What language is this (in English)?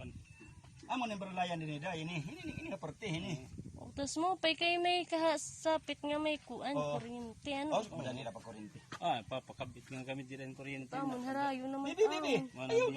Waray